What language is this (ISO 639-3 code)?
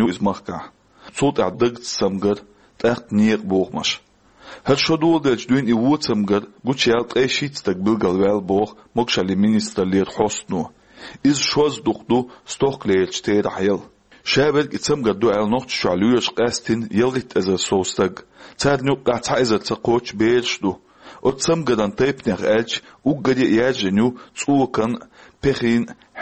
che